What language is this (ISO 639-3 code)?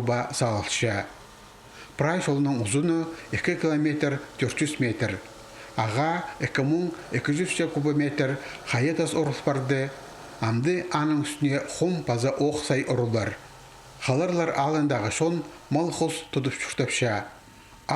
kjh